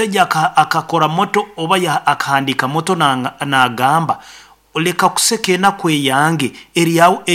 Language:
Nyoro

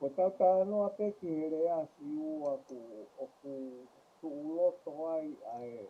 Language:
Tongan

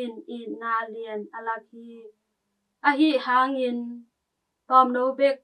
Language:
Tedim Chin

